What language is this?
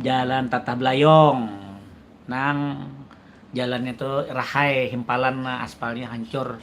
Banjar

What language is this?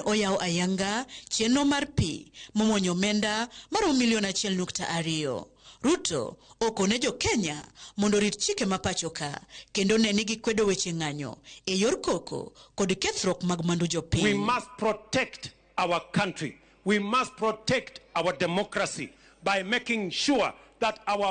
Luo (Kenya and Tanzania)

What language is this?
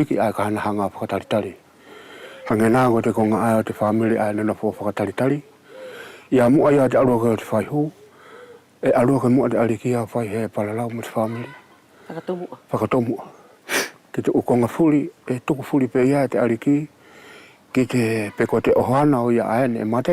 Wallisian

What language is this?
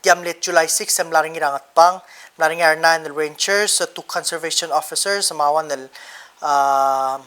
Palauan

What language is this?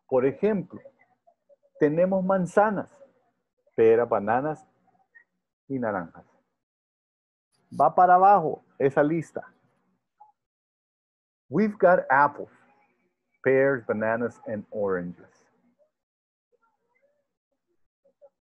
Spanish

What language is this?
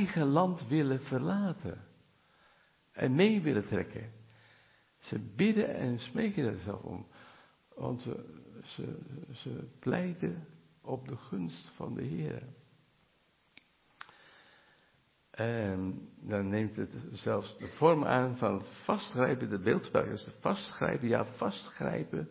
Dutch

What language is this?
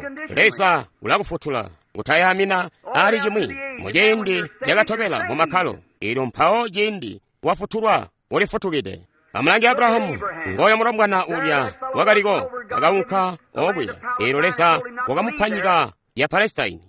Tonga (Zambia)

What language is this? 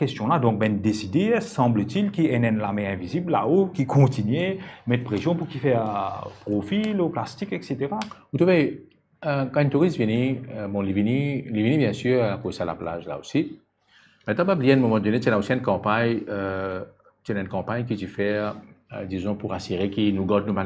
Morisyen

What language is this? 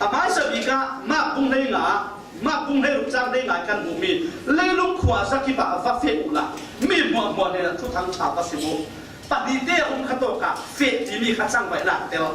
Falam Chin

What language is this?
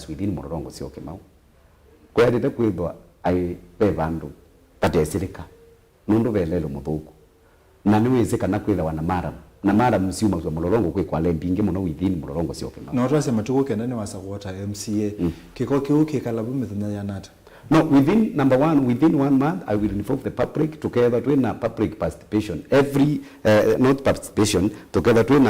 Kamba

